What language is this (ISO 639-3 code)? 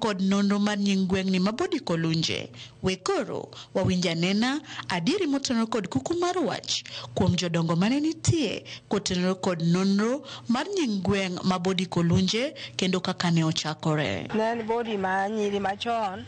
luo